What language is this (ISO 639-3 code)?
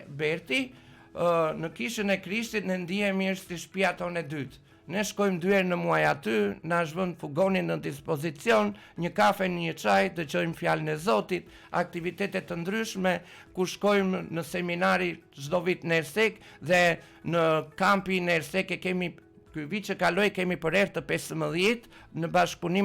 sqi